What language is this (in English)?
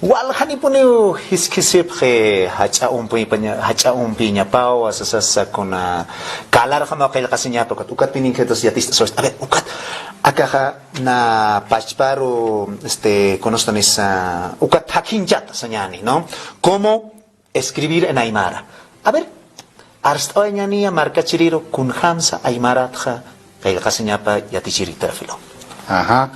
Aymara